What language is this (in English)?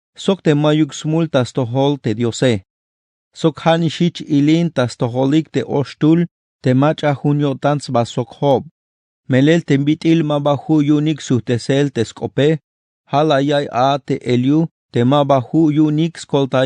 Tzeltal